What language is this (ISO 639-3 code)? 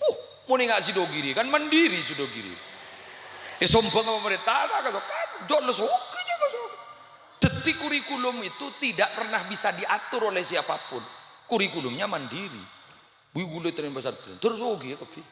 mad